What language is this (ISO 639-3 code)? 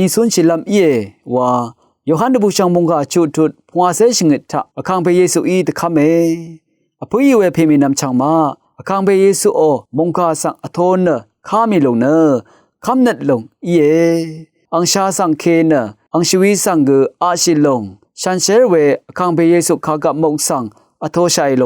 raw